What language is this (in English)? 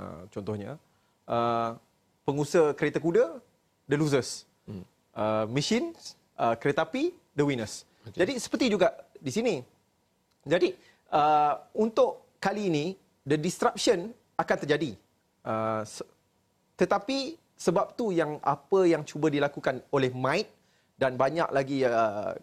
Malay